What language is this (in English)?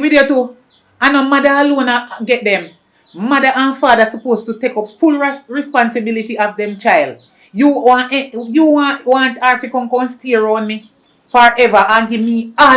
Jamaican Creole English